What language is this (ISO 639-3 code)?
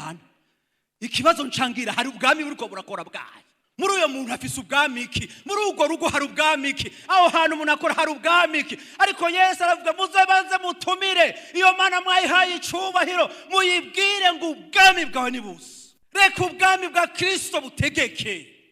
run